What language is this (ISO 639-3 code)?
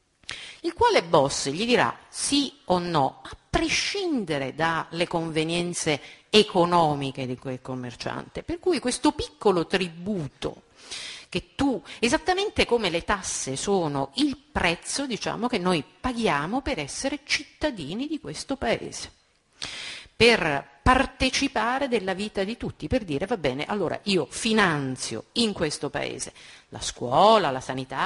ita